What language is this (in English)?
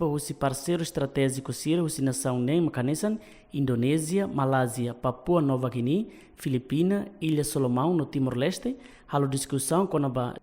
Tetum